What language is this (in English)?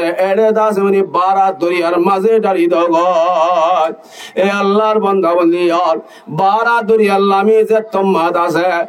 Rohingya